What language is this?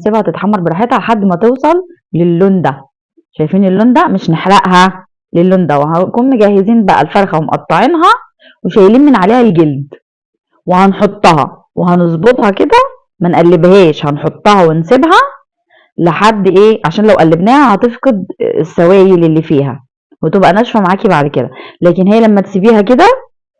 Egyptian Arabic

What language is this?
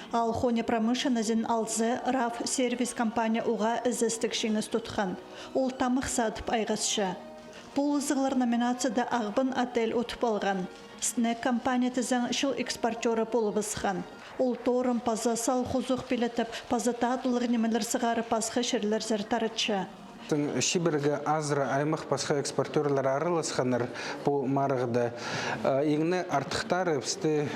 Khakas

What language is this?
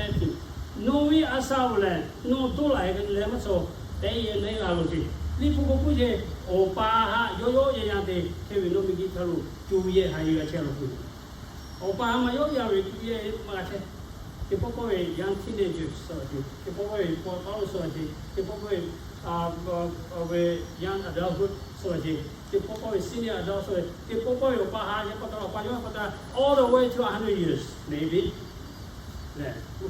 Lahu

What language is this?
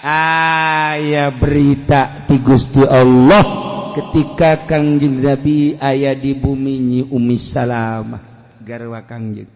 Sundanese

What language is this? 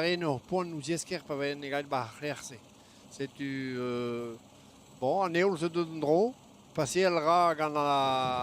Breton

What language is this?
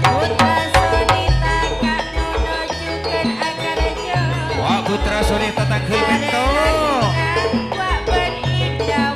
Madurese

